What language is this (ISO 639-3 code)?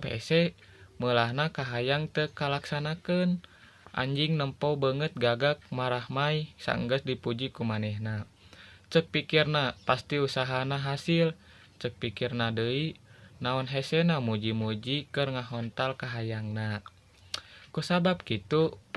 sun